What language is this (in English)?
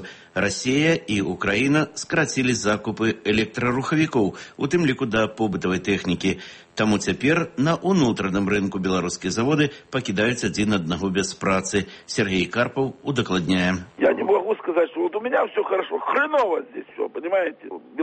Belarusian